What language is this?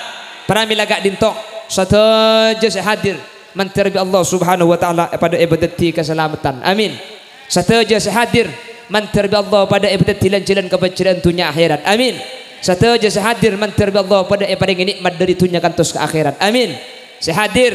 Madurese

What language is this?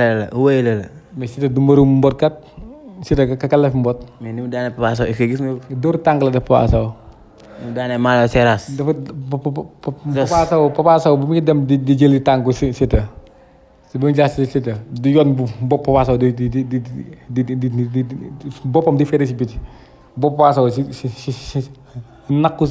Wolof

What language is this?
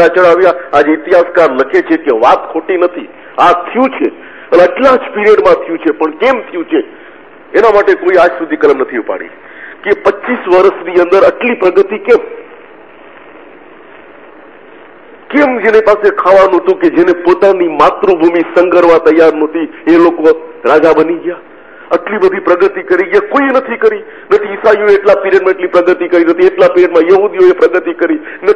Gujarati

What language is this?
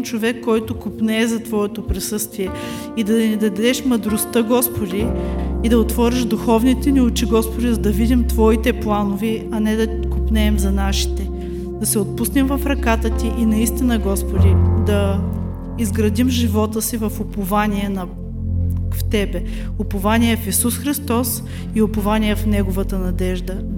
Bulgarian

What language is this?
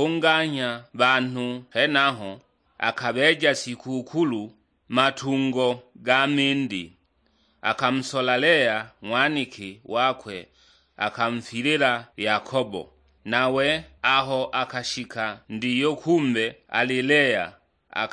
Sukuma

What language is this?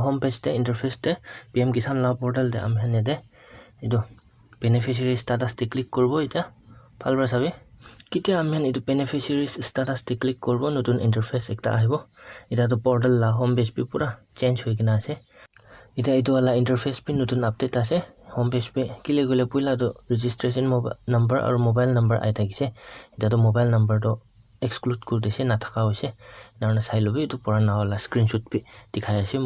Naga Pidgin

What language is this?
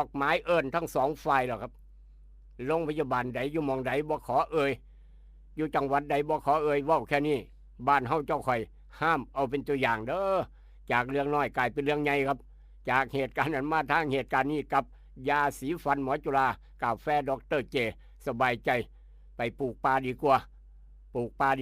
Northeastern Thai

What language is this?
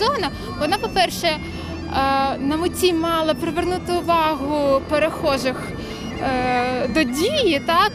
Ukrainian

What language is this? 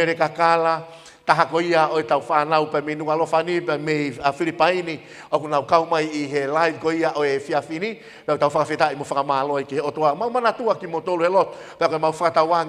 Tongan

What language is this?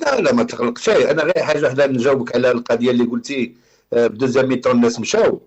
Moroccan Arabic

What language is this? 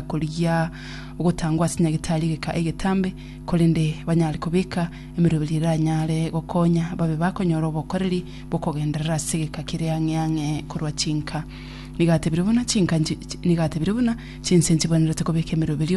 Gusii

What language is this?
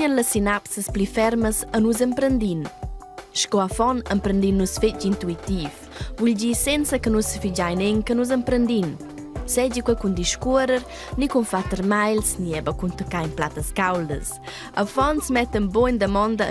Romansh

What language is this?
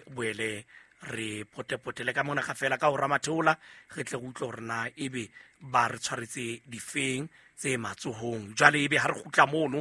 Southern Sotho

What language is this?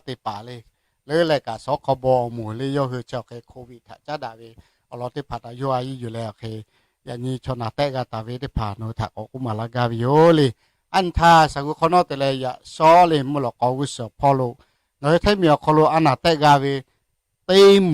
Lahu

